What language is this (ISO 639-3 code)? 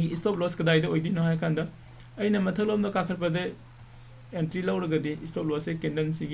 mni